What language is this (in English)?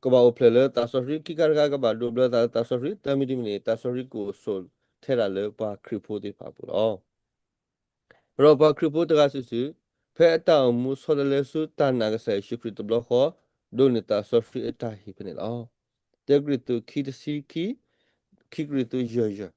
S'gaw Karen